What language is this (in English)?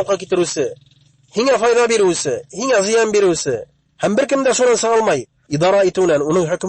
Bashkir